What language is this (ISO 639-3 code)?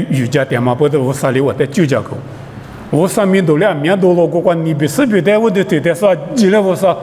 lis